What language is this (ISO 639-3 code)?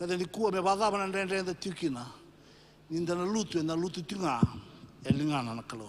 fij